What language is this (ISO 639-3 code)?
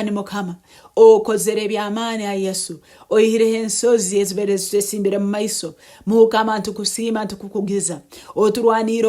nyo